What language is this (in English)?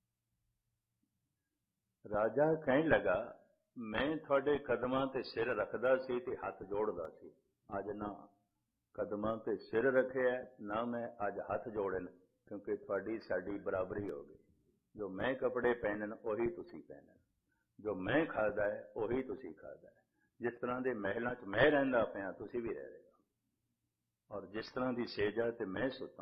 Punjabi